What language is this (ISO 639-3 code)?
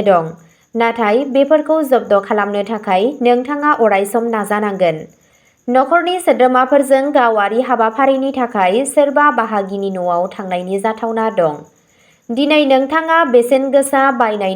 brx